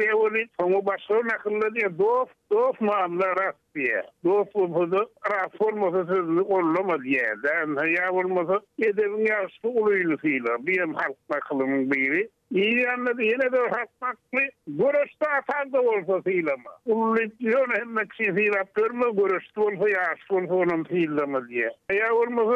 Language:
Turkmen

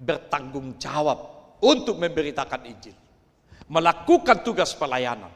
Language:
Batak Toba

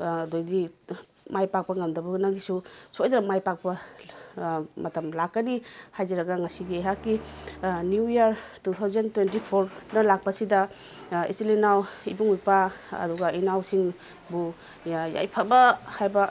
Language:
Manipuri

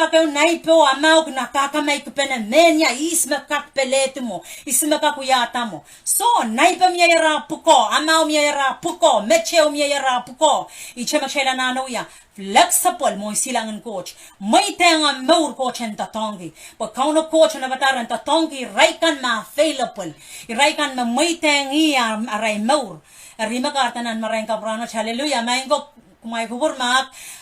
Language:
Pohnpeian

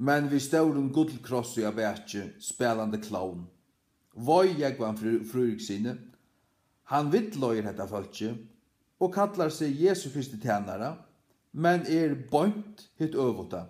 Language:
Faroese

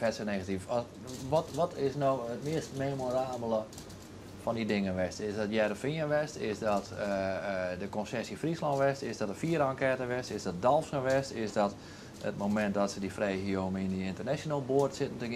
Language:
Western Frisian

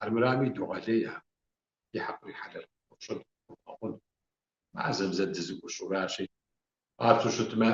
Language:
Kabardian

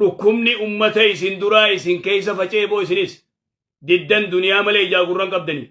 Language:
Oromo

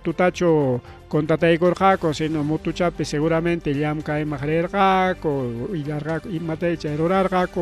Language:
Ayacucho Quechua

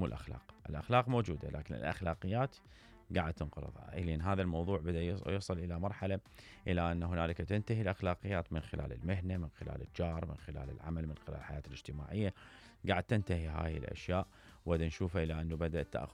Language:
Mesopotamian Arabic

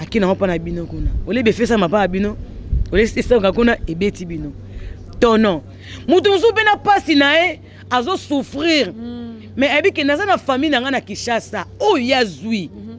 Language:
Lingala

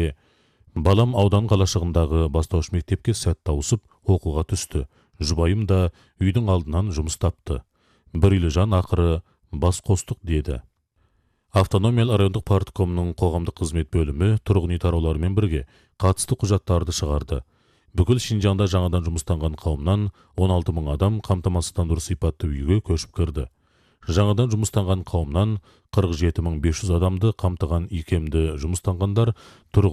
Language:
Kyrgyz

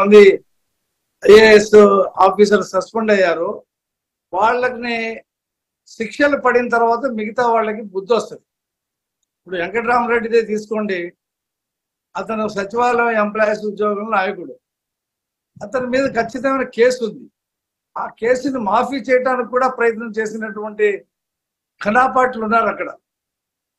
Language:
Telugu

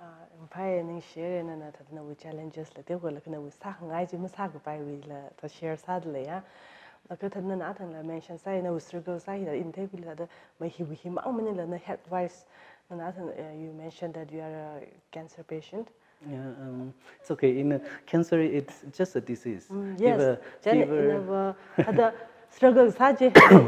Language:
Tangkhul Naga (India)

